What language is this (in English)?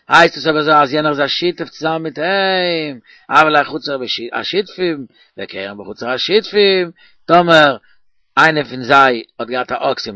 Yiddish